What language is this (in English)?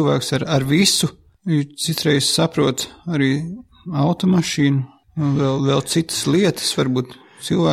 Latvian